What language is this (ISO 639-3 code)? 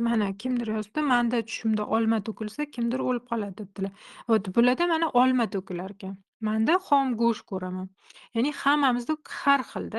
uzb